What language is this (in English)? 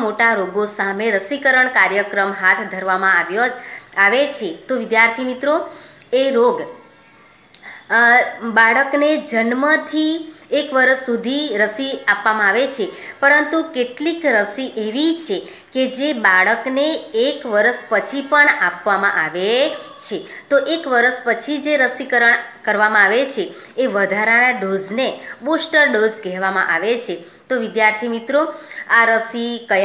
Gujarati